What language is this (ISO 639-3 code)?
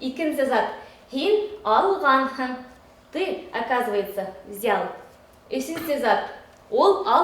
bak